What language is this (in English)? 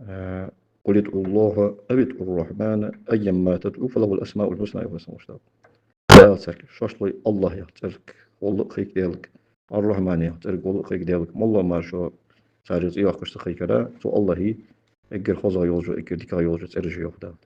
Ingush